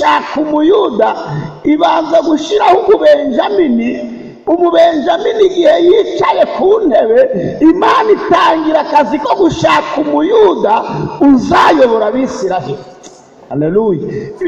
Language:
Kinyarwanda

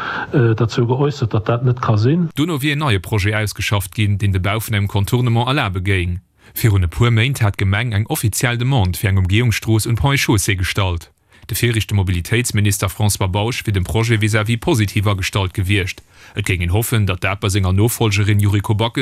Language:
Luxembourgish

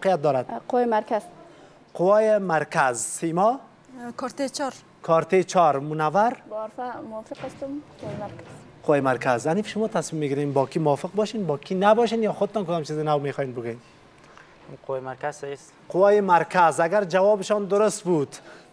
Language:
Persian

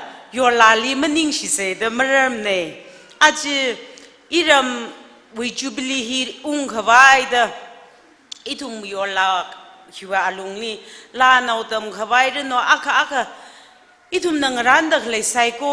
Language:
Tangkhul Naga (India)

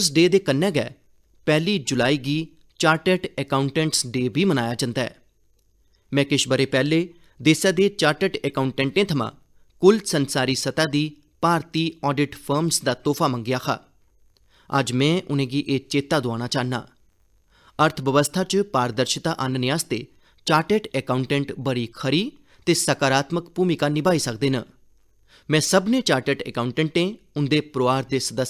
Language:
Dogri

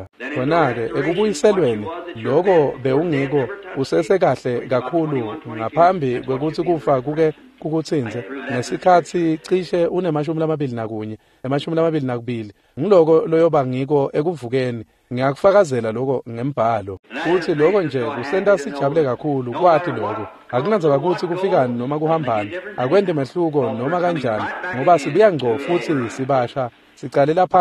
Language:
Swati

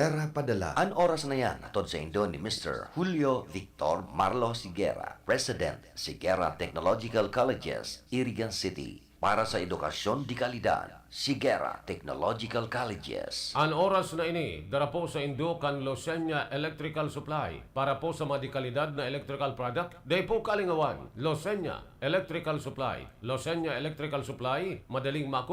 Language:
Bikol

